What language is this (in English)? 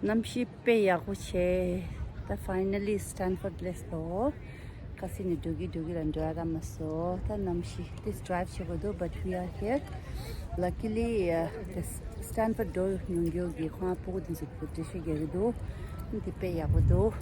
Tibetan